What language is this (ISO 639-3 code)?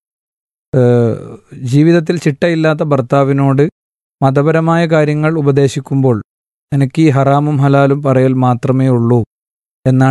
mal